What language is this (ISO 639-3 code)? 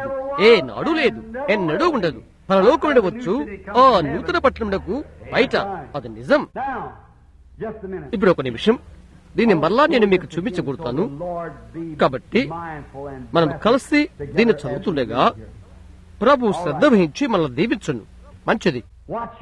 tel